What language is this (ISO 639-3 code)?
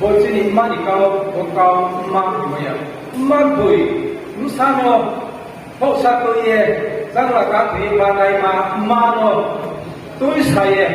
ria